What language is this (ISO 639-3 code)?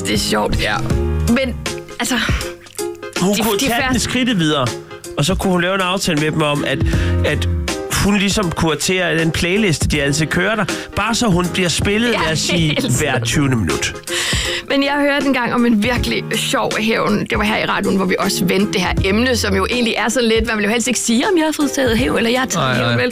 dan